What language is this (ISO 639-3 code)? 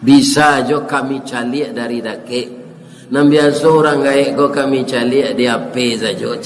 min